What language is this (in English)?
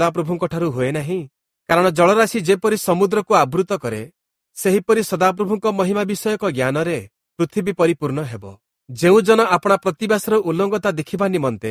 Odia